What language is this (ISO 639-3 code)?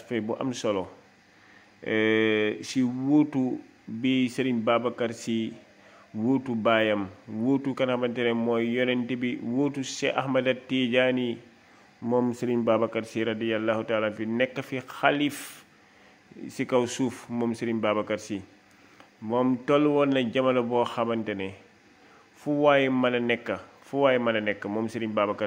wol